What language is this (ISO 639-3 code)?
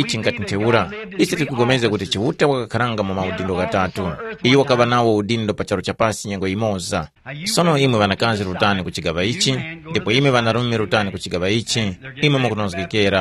tum